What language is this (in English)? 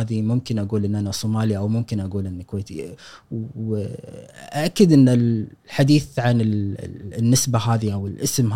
Gulf Arabic